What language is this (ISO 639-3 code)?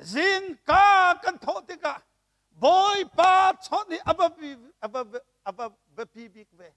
cnh